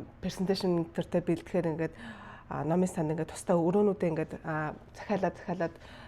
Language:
Mongolian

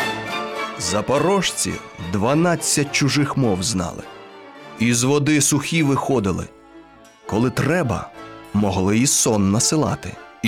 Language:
Ukrainian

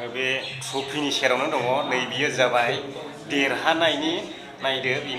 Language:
Bodo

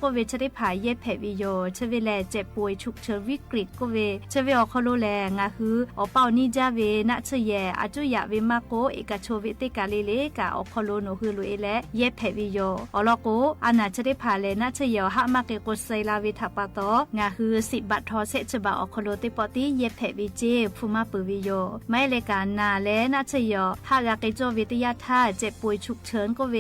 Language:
Lahu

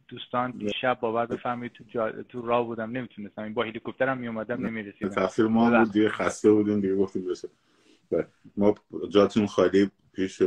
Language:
Persian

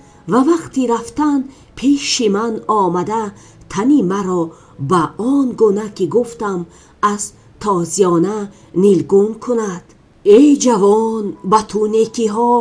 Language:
Tajik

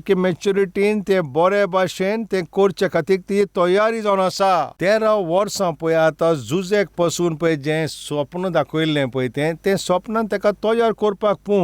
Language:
Konkani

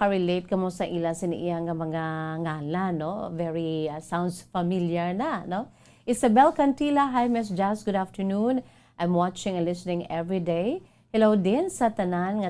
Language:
Hiligaynon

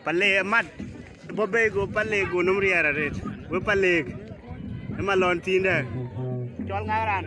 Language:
Dinka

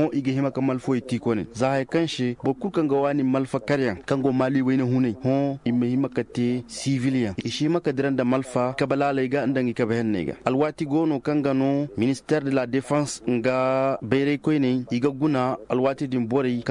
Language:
Koyraboro Senni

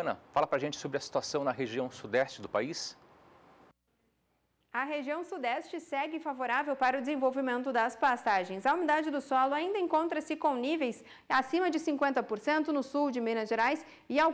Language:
Portuguese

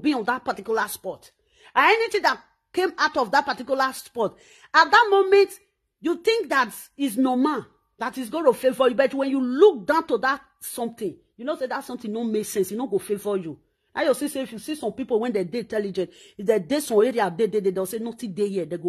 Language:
Nigerian Pidgin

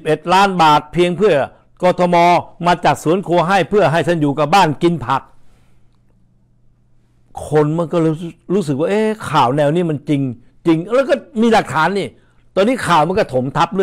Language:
Thai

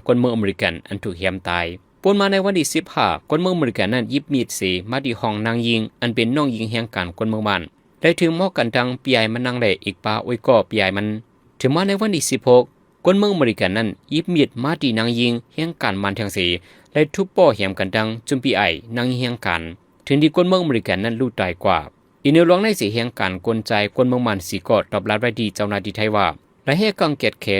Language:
Shan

